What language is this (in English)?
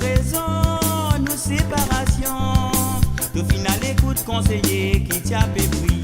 Morisyen